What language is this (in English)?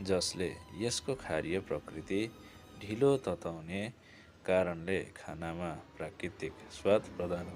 Nepali